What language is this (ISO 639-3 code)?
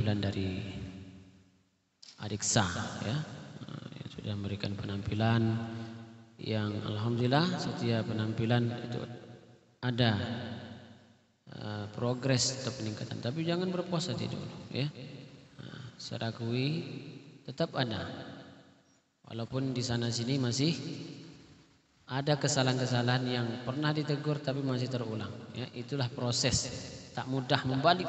ind